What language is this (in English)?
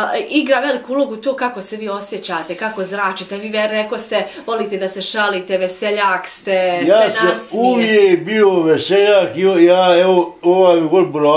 Bosnian